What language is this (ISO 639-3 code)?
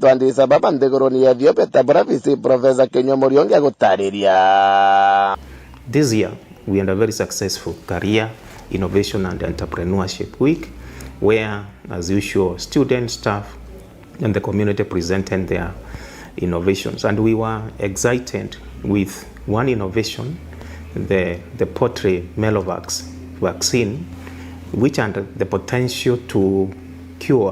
mer